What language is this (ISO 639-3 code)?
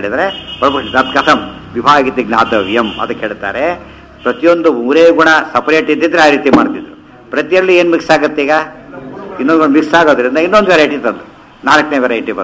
kan